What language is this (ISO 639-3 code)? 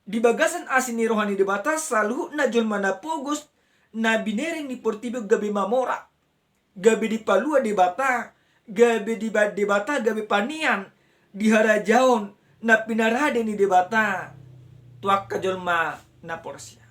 bbc